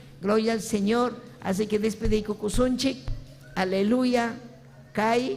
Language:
Ayacucho Quechua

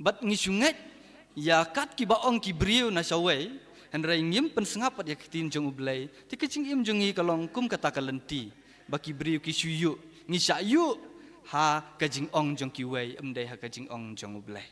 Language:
Khasi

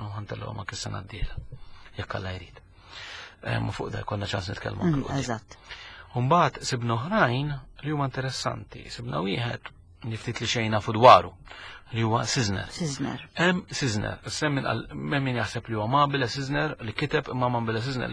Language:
Maltese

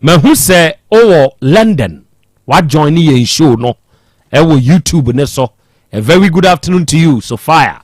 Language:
Akan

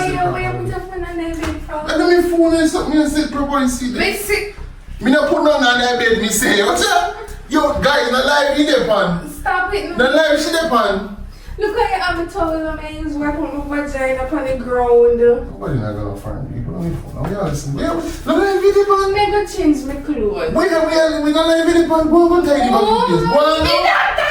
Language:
Jamaican Creole English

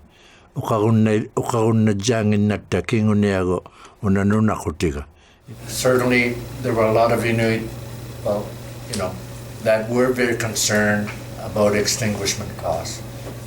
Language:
Inuktitut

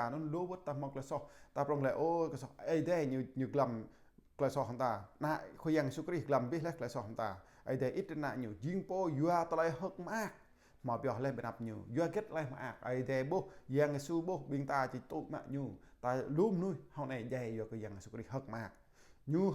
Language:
Jarai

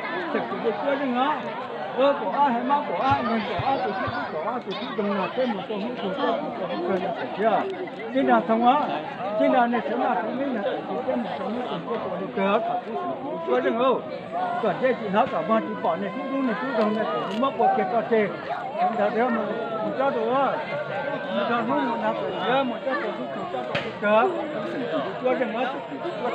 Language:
Hmong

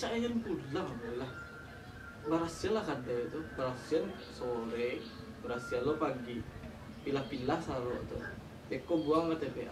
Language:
Minangkabau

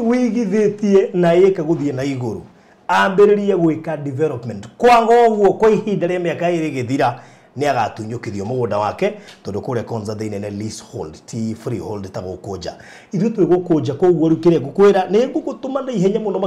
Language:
Kikuyu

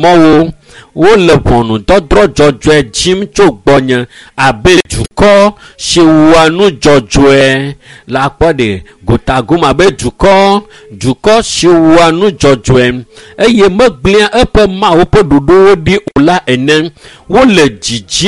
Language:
Ewe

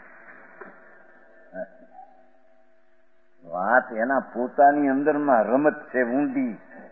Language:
Gujarati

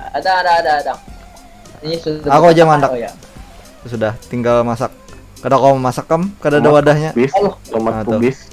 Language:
Banjar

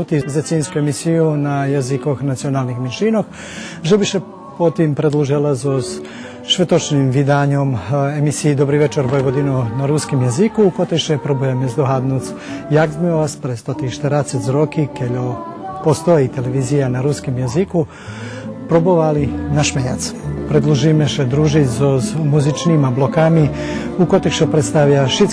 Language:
Rusyn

